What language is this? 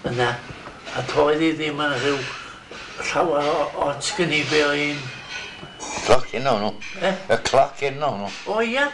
Welsh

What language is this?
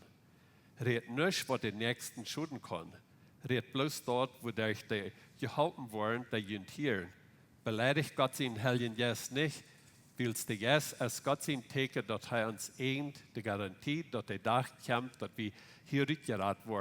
Plautdietsch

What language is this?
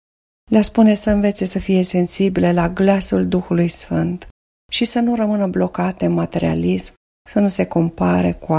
Romanian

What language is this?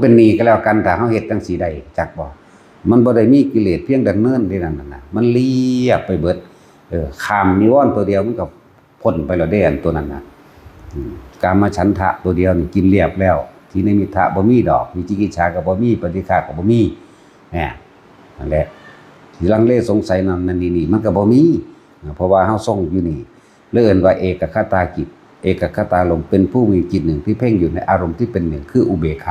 Northeastern Thai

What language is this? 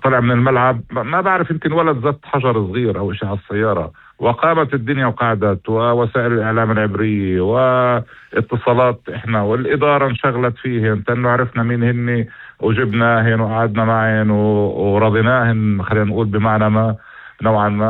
North Levantine Arabic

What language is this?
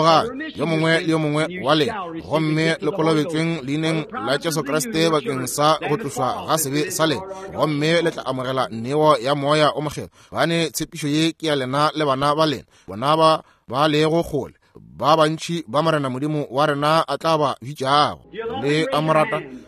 Northern Sotho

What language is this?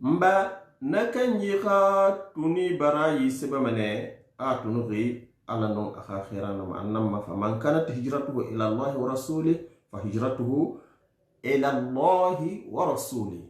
Susu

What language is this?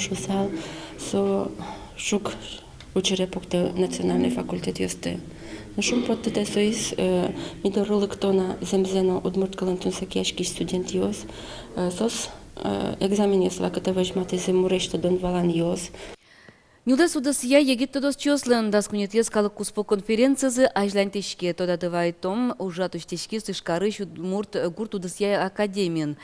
Udmurt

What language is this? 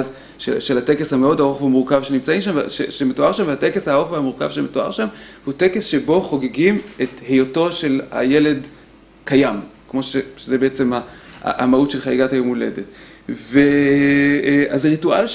Hebrew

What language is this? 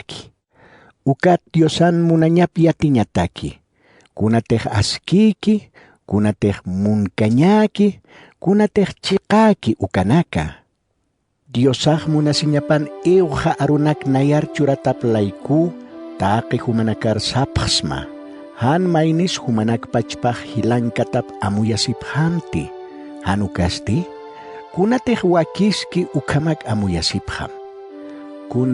Aymara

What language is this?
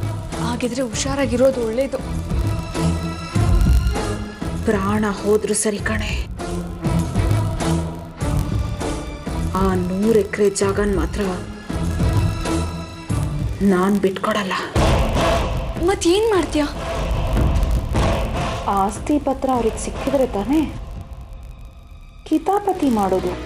Kannada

